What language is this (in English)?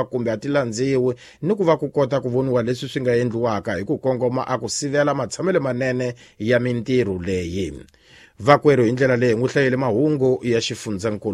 Tsonga